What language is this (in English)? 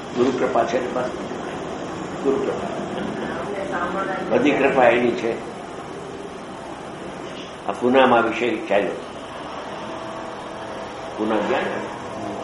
Gujarati